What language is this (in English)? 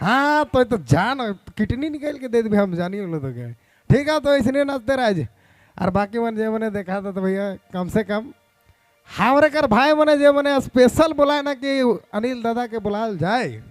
Sadri